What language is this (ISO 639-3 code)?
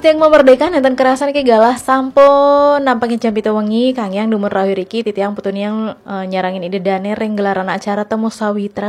ban